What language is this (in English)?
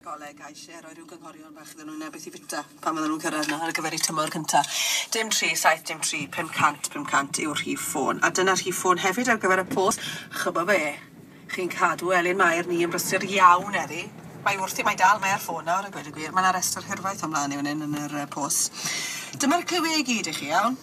Welsh